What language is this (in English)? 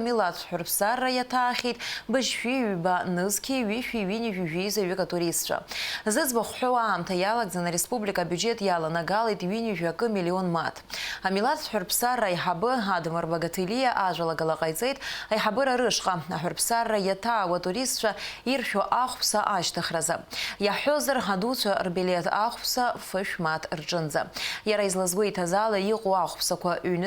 Abkhazian